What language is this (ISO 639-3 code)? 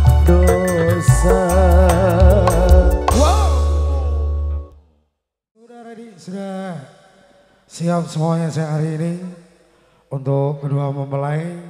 ind